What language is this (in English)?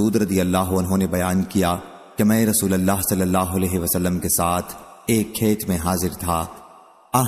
Urdu